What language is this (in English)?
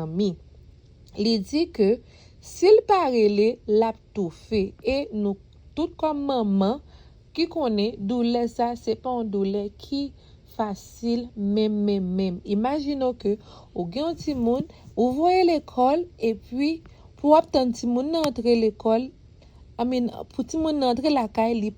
Haitian Creole